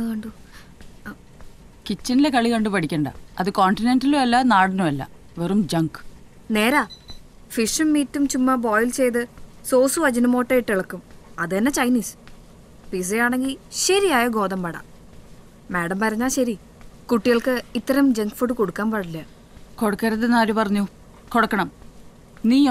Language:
Malayalam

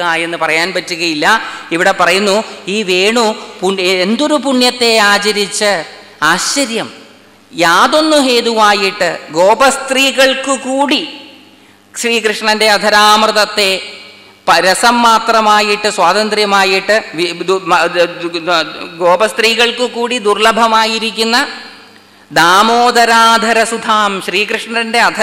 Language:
Malayalam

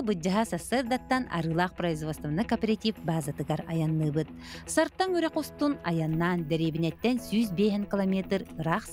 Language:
Yakut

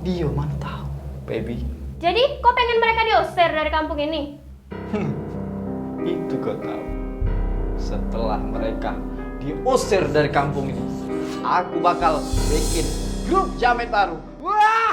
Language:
Musi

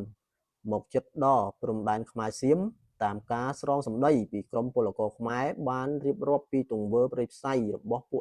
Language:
Khmer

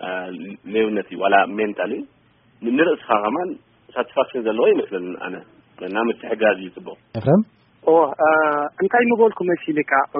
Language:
Tigrinya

